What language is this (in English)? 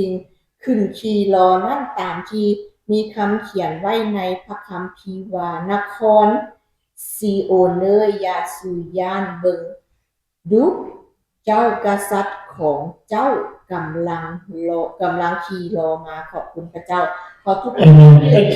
Lao